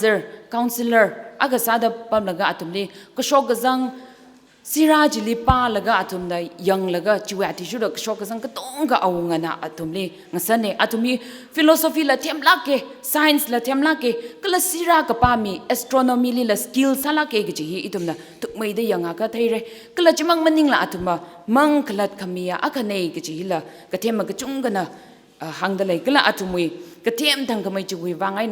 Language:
Tangkhul Naga (India)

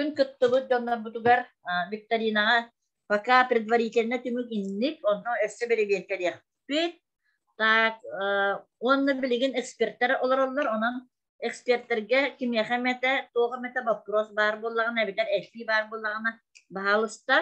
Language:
Yakut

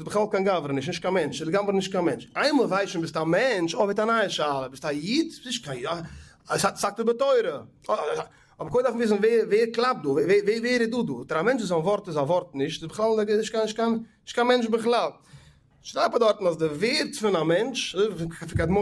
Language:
Yiddish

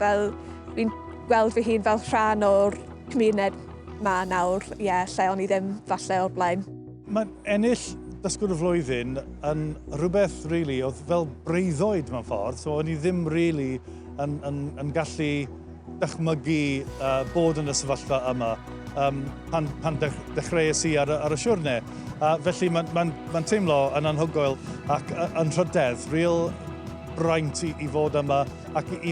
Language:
Welsh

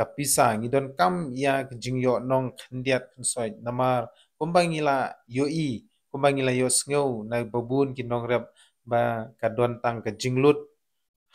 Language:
Khasi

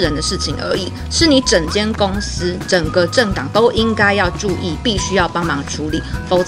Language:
Chinese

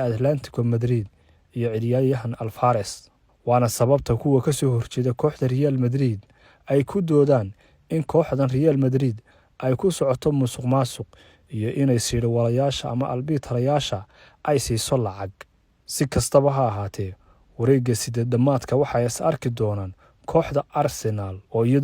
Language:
Somali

